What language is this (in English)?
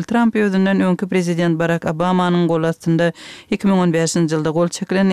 Turkmen